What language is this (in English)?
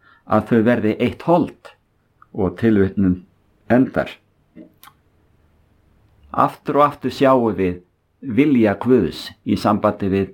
Icelandic